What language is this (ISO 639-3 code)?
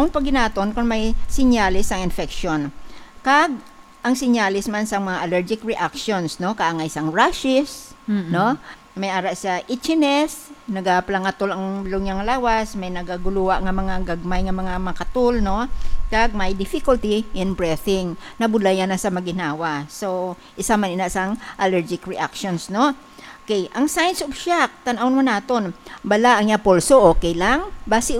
hil